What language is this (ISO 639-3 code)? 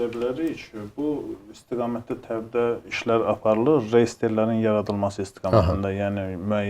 aze